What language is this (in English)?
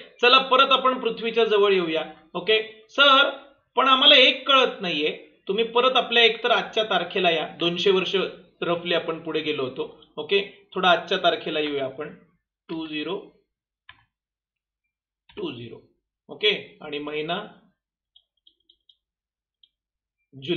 Marathi